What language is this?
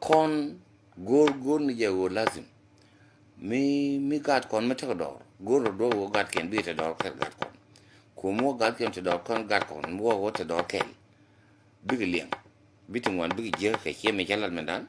Nuer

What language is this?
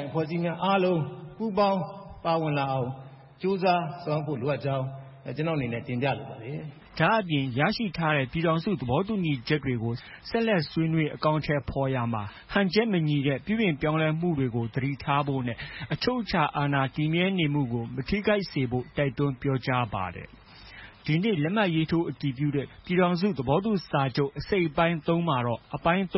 Burmese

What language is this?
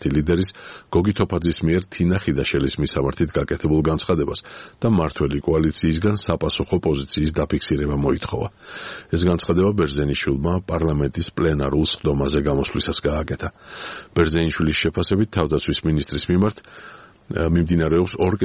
Georgian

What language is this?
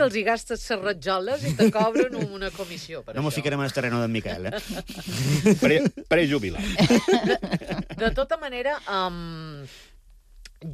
Catalan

